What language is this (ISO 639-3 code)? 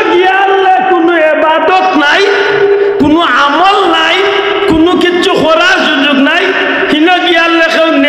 syl